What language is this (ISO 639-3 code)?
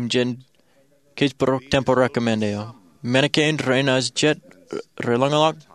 mah